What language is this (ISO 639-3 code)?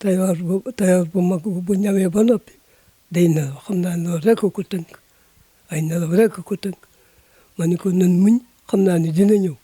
wol